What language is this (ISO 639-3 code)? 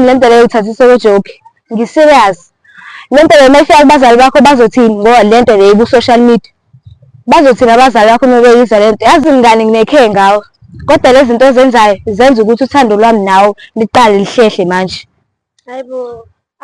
zul